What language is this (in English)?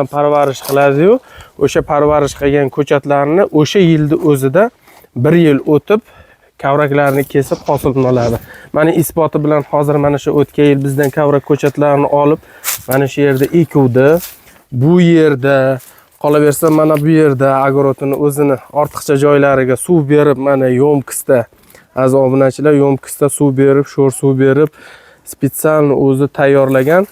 Uzbek